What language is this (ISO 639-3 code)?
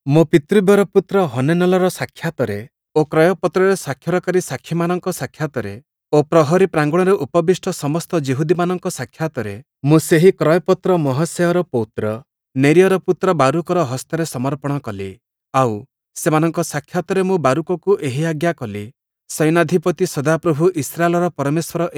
ori